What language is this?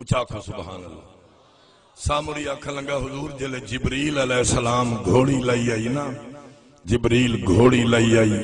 Saraiki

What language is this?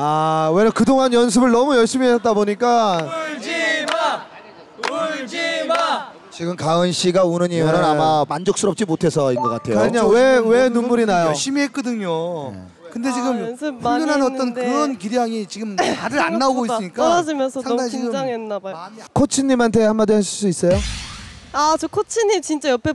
Korean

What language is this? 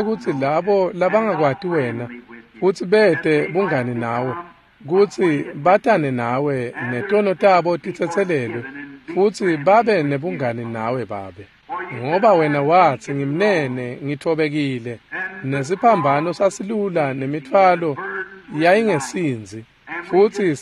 Swati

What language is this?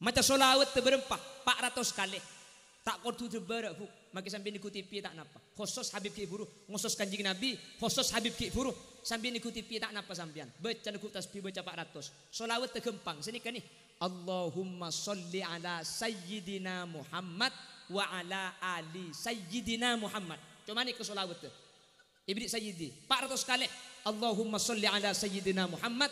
Madurese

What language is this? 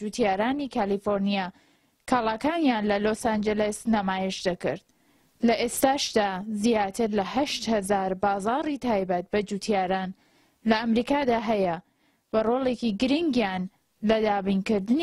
Central Kurdish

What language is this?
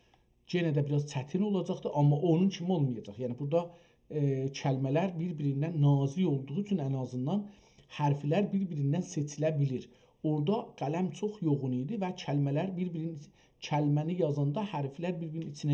South Azerbaijani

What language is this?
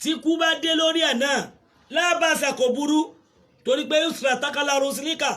Yoruba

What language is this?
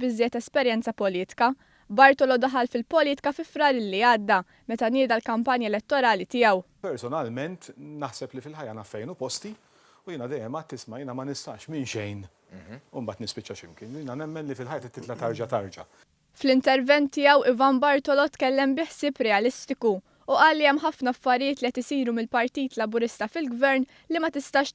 Maltese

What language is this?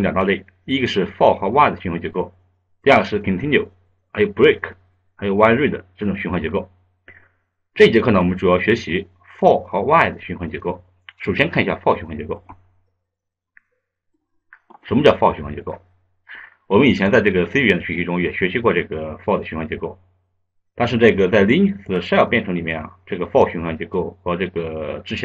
Chinese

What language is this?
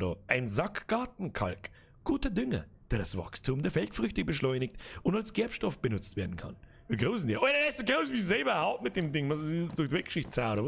Bavarian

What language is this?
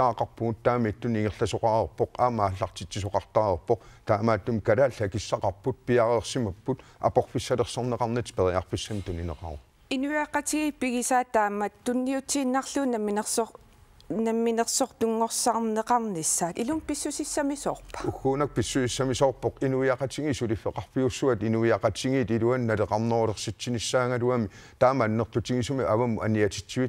Kalaallisut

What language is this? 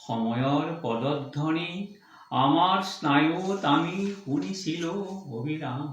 Assamese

